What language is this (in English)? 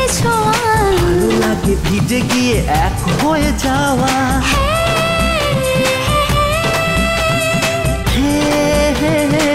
Bangla